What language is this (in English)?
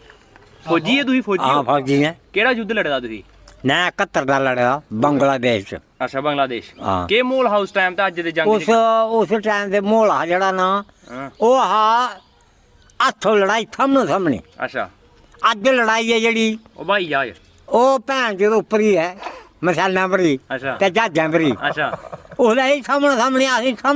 Dogri